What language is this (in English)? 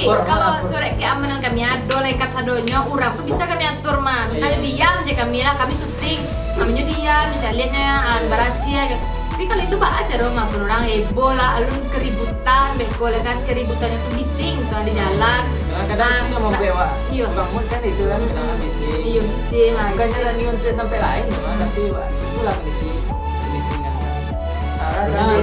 Minangkabau